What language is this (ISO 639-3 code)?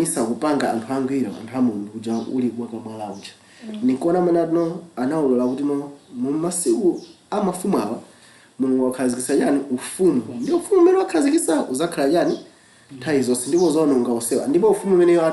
nya